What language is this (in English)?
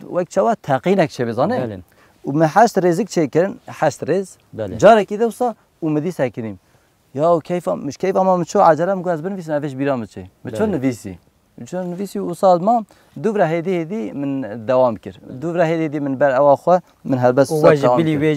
Kurdish